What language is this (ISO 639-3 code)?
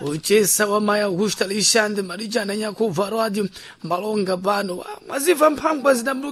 seh